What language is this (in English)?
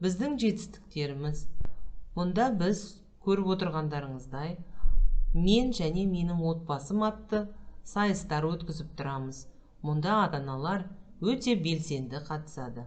Kazakh